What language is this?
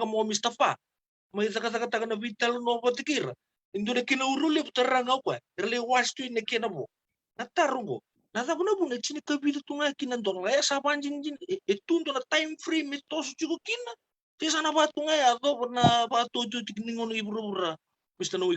Fijian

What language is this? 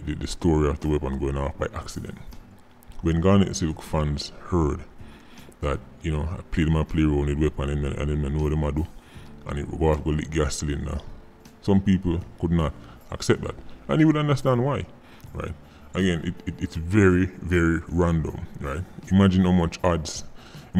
Jamaican Creole English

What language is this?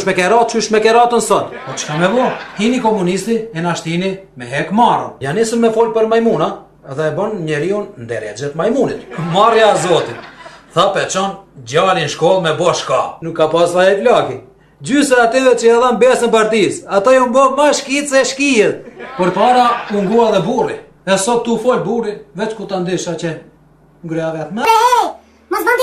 Albanian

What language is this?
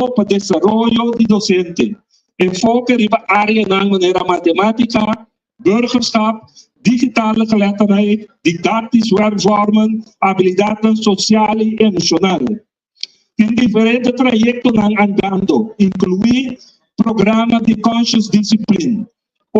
Papiamento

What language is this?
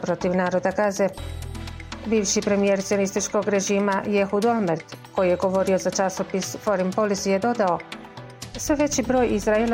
Bosnian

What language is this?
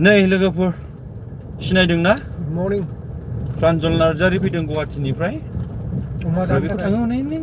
Bodo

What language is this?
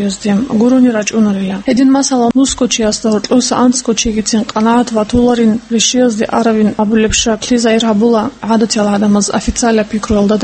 Avaric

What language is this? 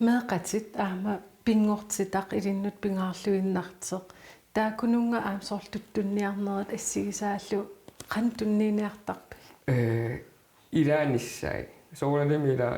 Kalaallisut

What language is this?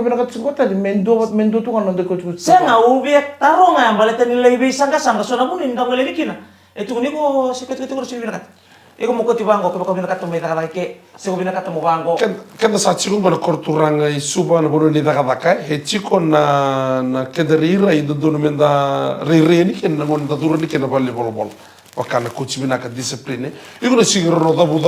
Fijian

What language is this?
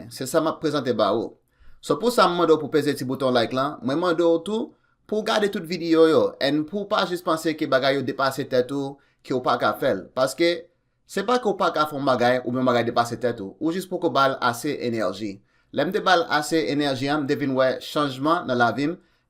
Haitian Creole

